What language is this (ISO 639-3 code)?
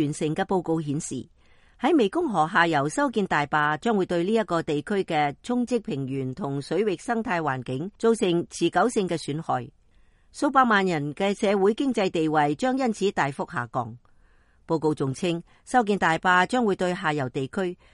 yue